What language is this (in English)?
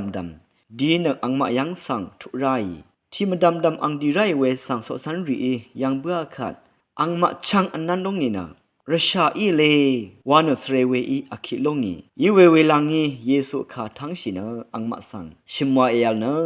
Rawang